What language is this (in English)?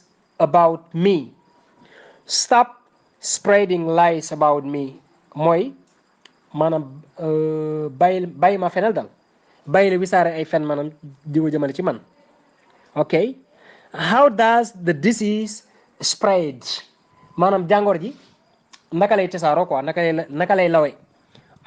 Wolof